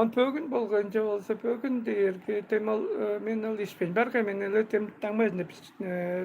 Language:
Tuvinian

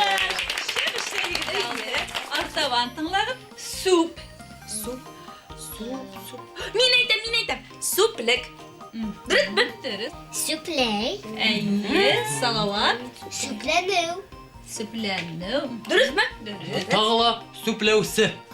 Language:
Bashkir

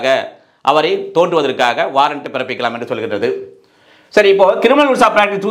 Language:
Tamil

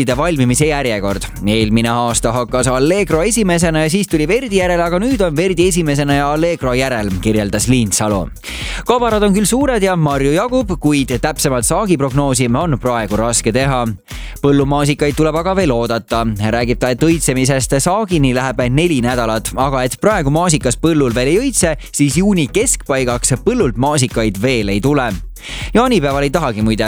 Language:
Estonian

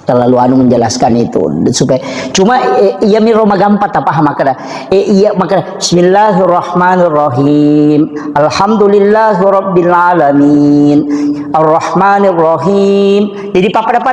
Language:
Buginese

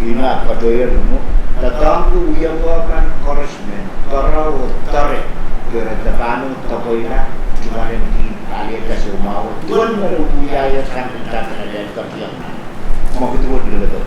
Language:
Pohnpeian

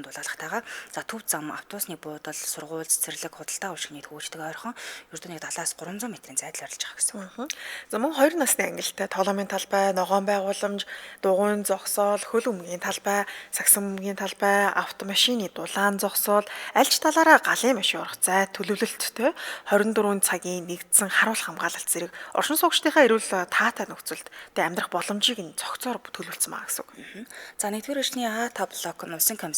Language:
Mongolian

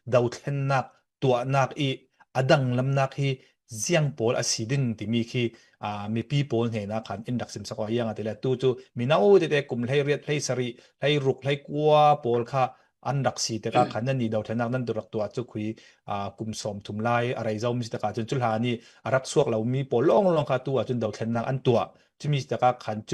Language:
Falam Chin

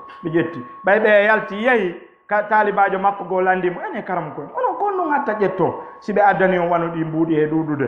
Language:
Fula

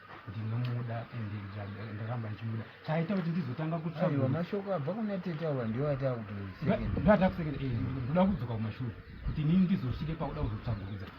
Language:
Shona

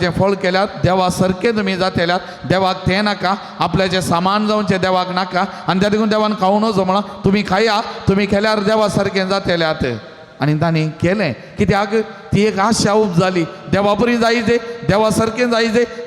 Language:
Konkani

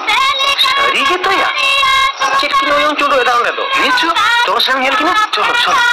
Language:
Santali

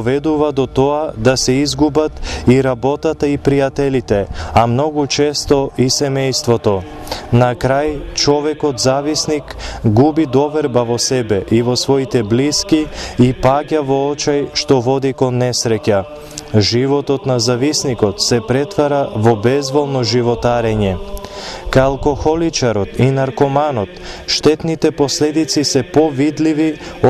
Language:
Macedonian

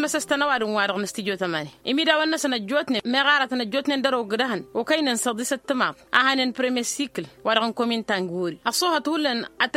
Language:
Tamasheq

